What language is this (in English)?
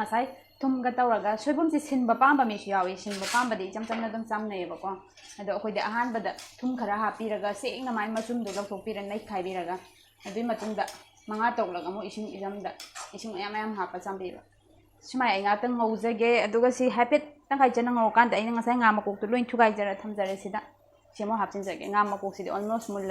Manipuri